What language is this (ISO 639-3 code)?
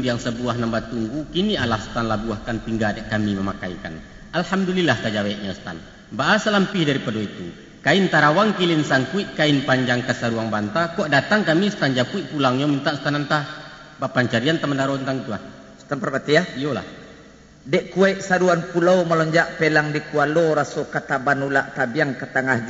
min